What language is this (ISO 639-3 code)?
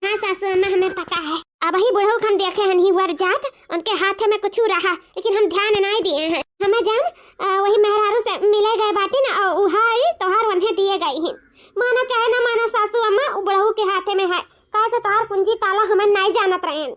awa